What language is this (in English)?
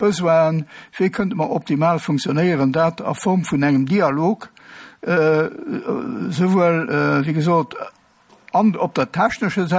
Luxembourgish